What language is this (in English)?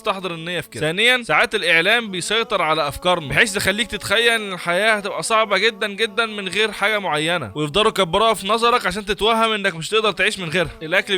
Egyptian Arabic